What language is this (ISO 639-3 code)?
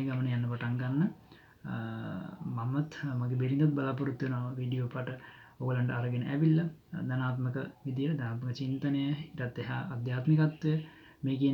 sin